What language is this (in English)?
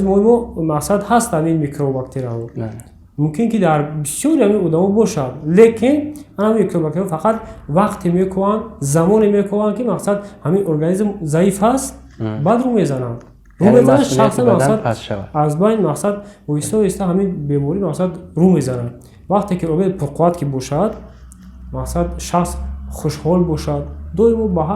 Tajik